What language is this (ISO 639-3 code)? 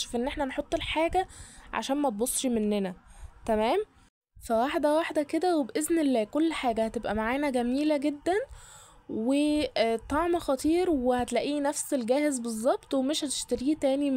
arz